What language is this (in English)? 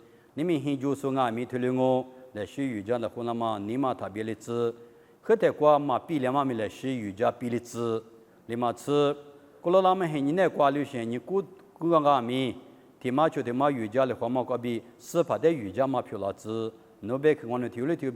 Lisu